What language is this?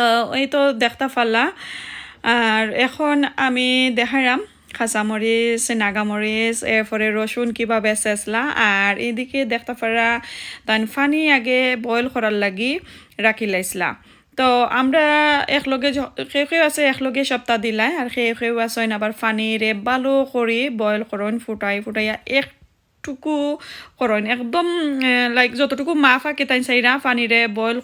Sylheti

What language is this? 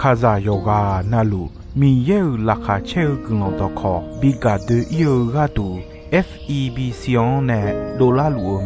Akha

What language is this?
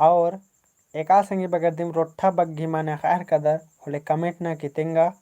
Kurukh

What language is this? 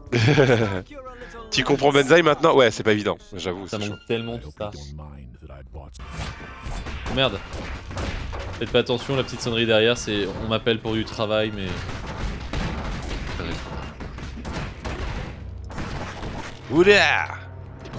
French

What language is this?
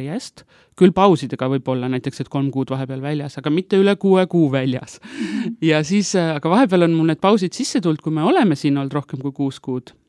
Estonian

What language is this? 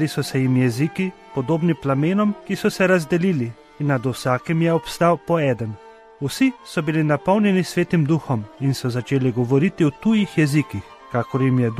Slovenian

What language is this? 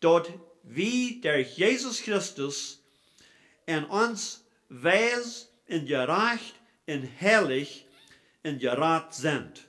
Plautdietsch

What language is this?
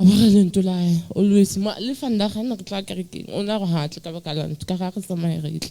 Southern Sotho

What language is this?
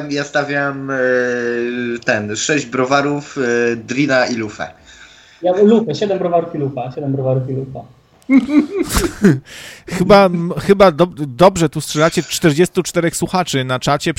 Polish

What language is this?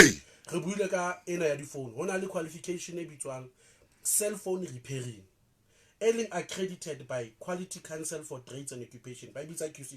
Southern Sotho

